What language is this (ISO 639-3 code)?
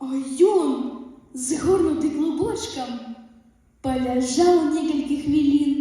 bel